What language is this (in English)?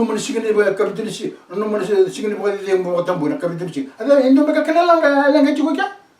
Fijian